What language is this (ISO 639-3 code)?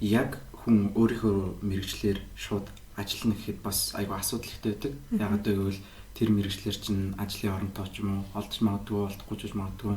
mon